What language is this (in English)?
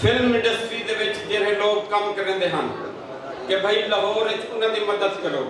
Saraiki